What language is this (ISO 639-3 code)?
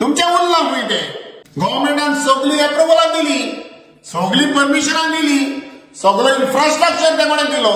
kok